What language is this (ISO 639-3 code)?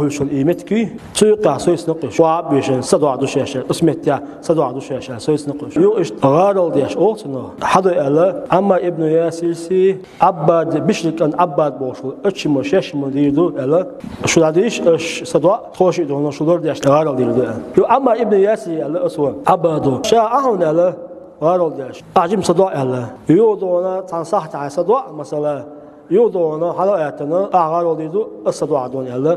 che